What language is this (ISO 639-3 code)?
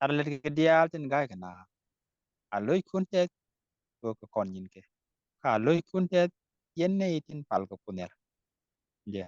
nus